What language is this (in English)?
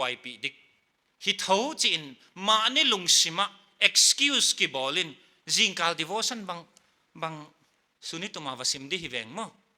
Paite Chin